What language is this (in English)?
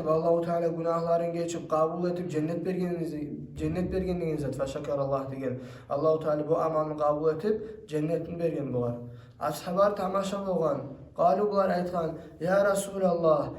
Kumyk